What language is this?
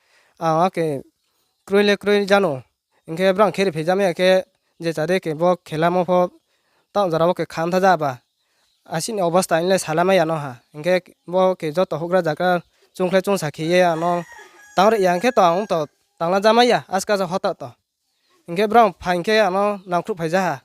Riang (India)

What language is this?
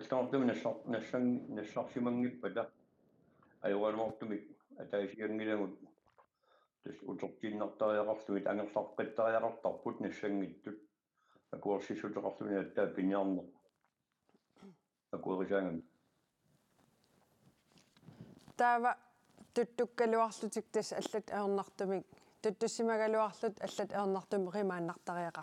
Kalaallisut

